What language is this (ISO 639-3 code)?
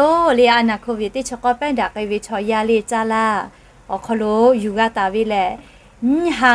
lhu